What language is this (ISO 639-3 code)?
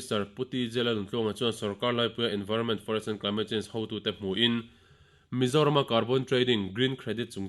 lus